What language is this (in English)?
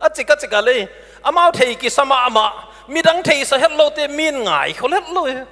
Paite Chin